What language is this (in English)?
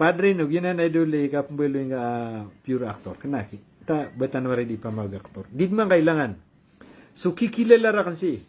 Maranao